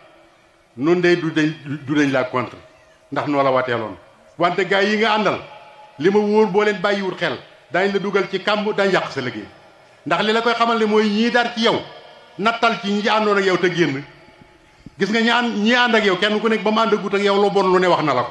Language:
Wolof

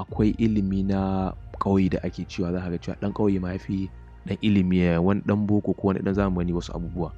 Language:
Hausa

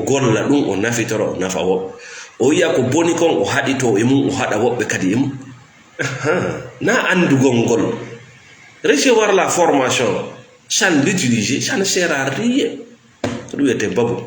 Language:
Fula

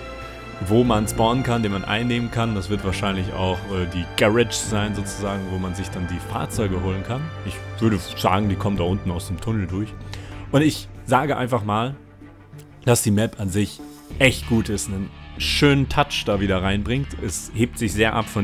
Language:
German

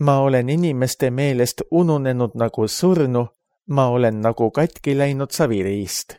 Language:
Estonian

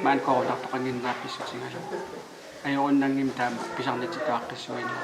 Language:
Kalaallisut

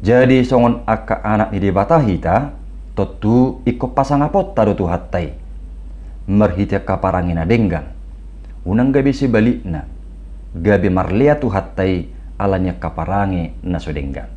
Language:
Batak Toba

